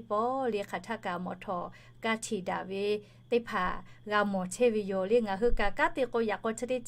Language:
Lahu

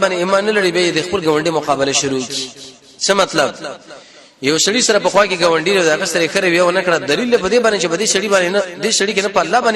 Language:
Pashto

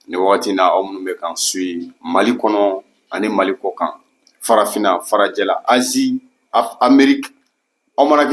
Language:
Bambara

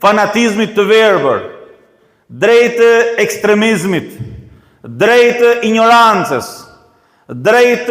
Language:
Albanian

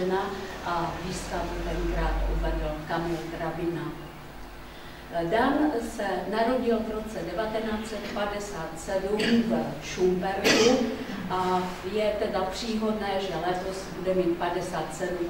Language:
Czech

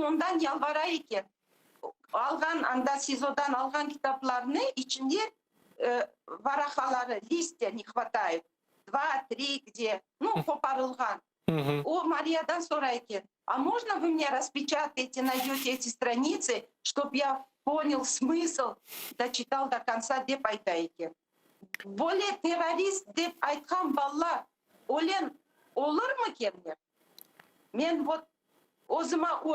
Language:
Crimean Tatar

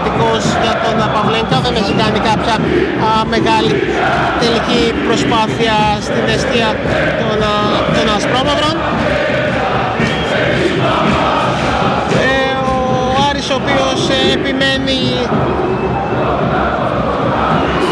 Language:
Greek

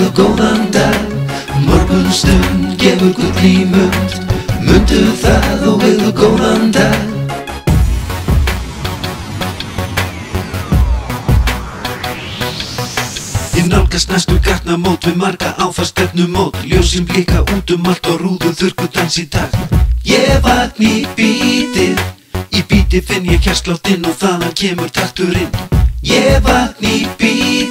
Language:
Icelandic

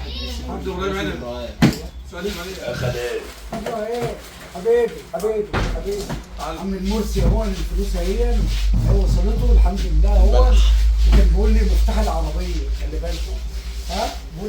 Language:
Egyptian Arabic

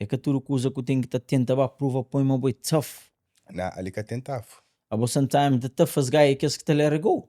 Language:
Kabuverdianu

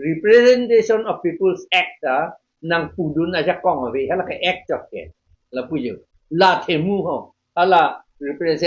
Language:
Karbi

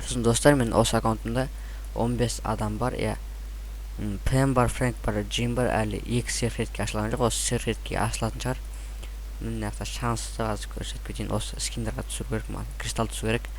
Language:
Kazakh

